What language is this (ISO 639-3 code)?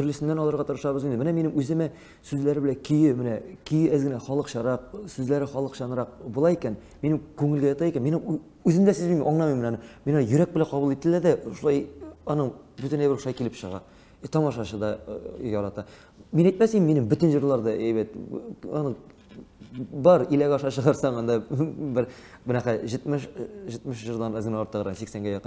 tat